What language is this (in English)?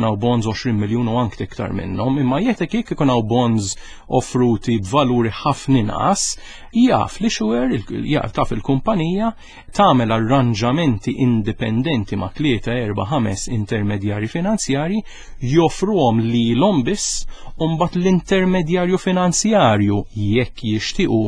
Maltese